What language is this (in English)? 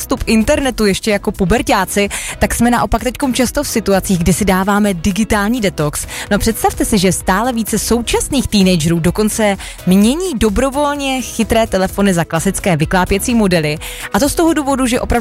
Czech